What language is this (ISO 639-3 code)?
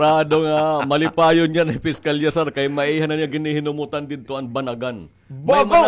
war